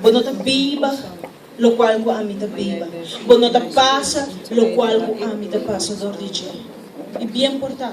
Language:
Papiamento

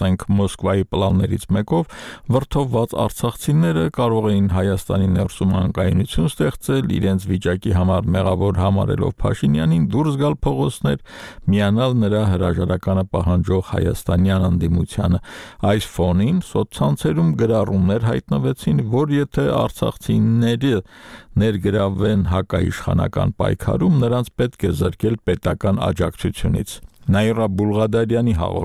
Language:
Armenian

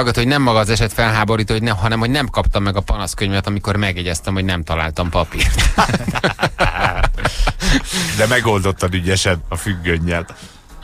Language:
Hungarian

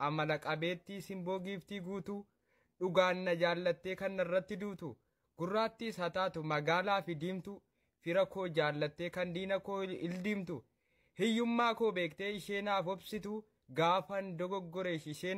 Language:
Oromo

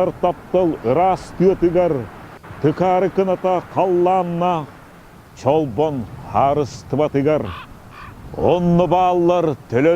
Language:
Yakut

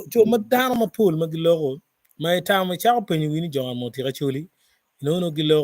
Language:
Acoli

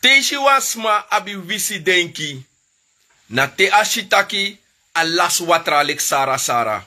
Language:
Sranan Tongo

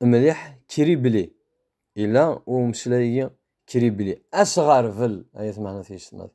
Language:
Kabyle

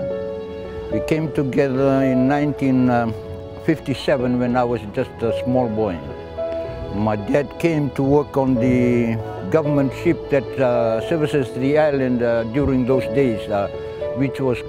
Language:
Fijian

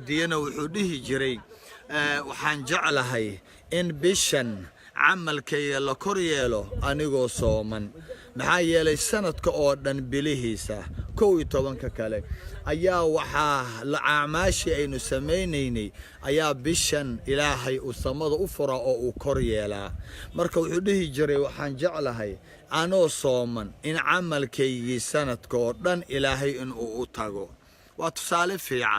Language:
Somali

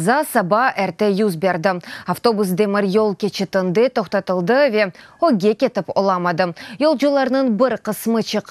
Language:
Crimean Tatar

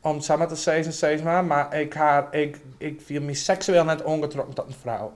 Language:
Western Frisian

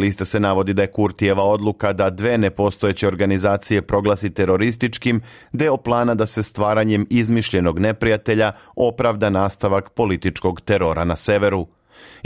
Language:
Serbian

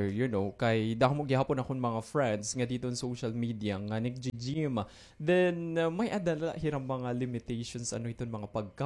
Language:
Waray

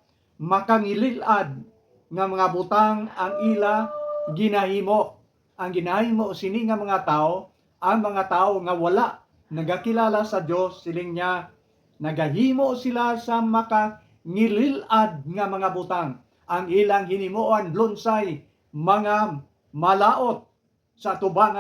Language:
Hiligaynon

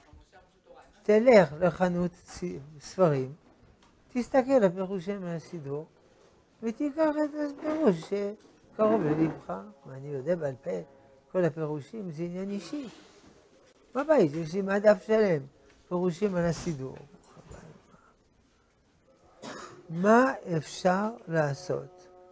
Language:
Hebrew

